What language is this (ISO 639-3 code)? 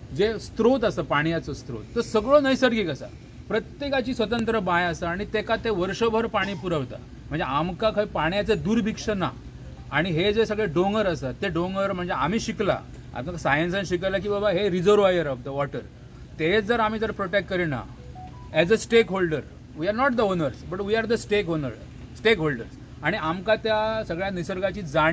kok